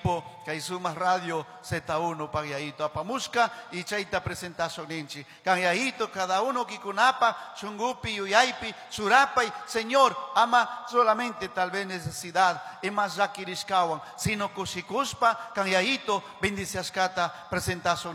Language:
Chimborazo Highland Quichua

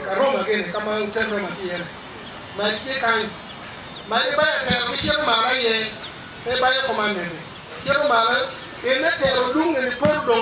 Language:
Acoli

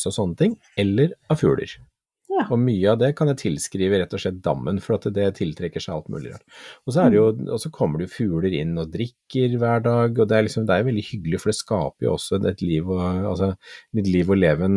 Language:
Norwegian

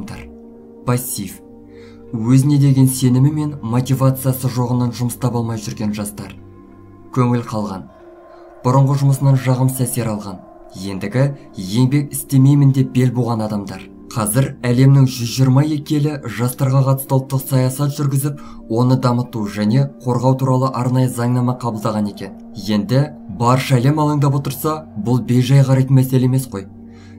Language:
Kazakh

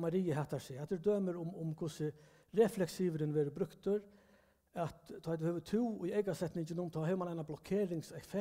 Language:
Faroese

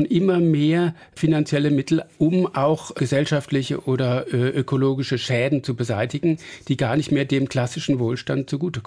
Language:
German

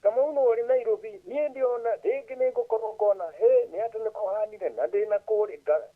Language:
Kikuyu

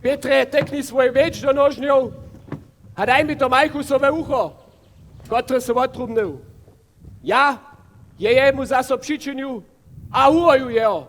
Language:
Upper Sorbian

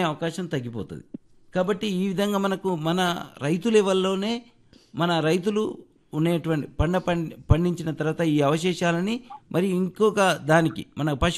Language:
Telugu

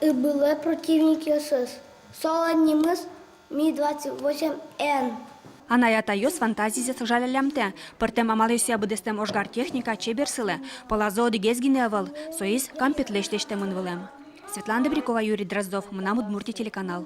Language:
Udmurt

